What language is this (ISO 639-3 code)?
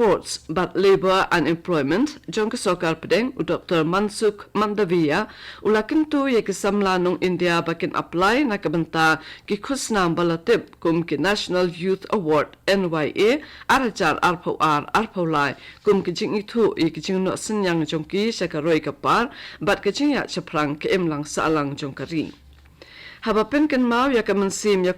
kha